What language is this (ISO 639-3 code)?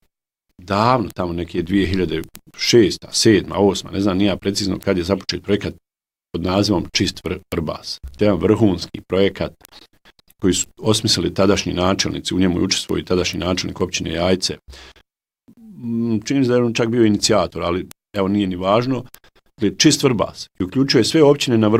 bos